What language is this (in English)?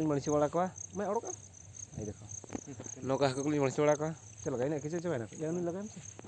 Santali